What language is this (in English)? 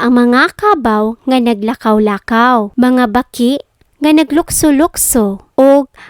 Cebuano